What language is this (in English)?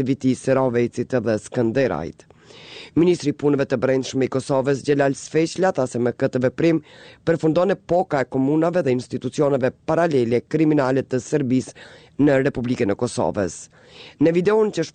Albanian